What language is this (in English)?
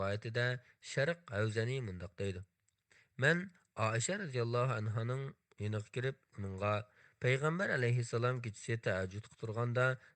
Uyghur